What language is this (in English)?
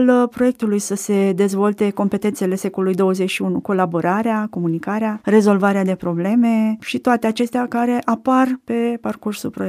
Romanian